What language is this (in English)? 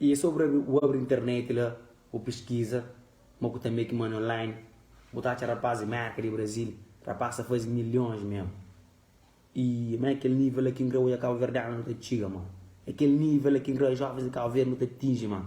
Kabuverdianu